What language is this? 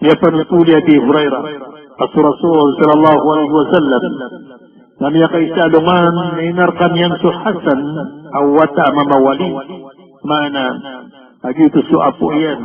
Maranao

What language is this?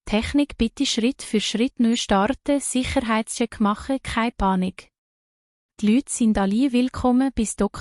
Swiss German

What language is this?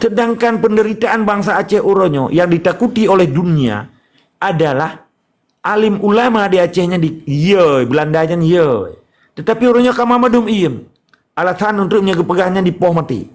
Achinese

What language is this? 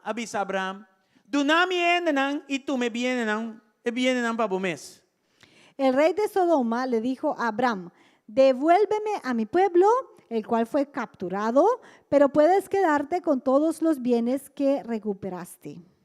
Papiamento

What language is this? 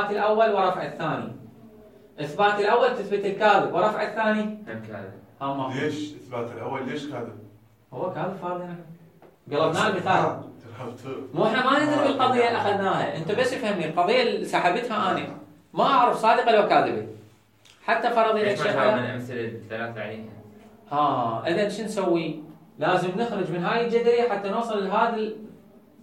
Mesopotamian Arabic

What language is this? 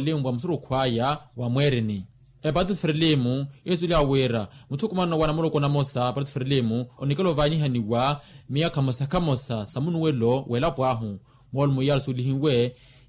Makhuwa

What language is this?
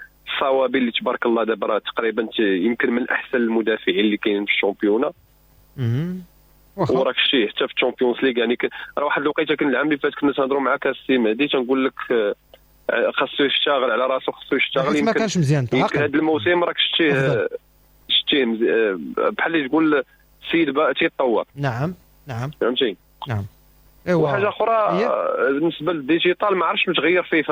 Moroccan Arabic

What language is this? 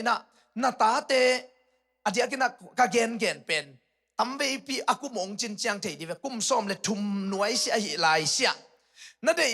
Tedim Chin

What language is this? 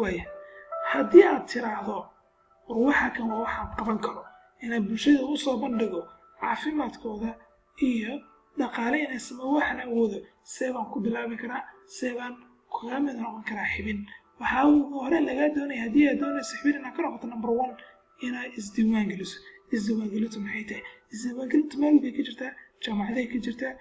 Somali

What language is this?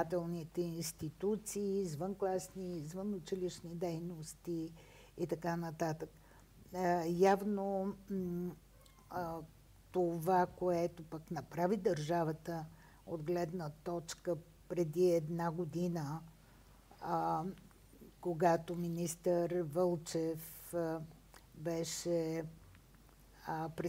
Bulgarian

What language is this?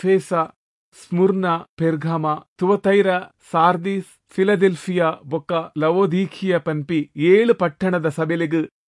Tulu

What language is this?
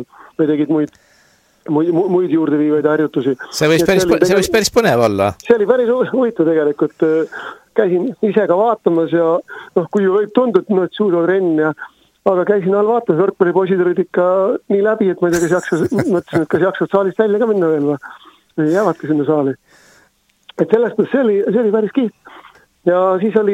Estonian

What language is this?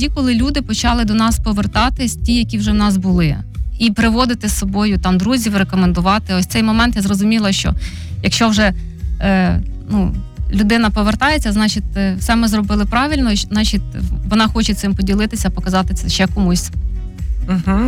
Ukrainian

